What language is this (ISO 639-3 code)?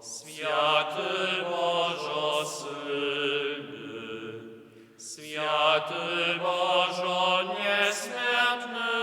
hsb